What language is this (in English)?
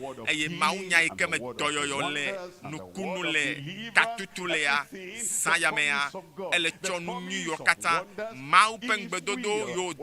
Ewe